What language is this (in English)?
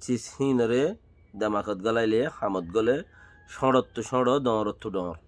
Rohingya